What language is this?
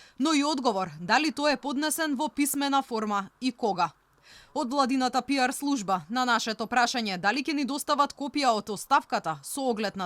Macedonian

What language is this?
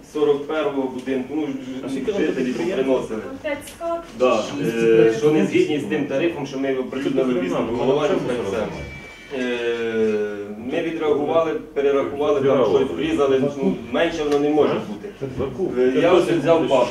Ukrainian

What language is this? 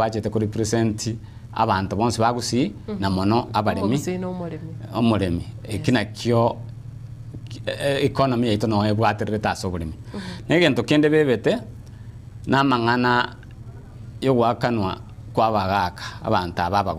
Gusii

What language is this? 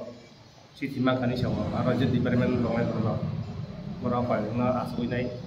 Kok Borok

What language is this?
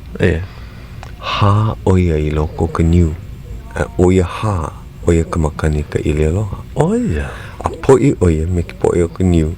Hawaiian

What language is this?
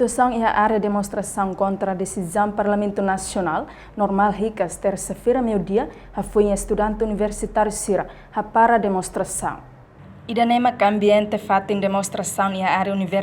Tetum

